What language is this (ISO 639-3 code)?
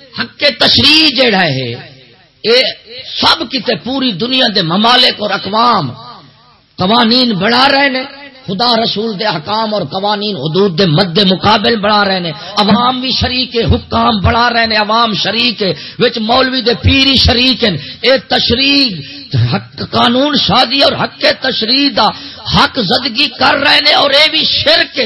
skr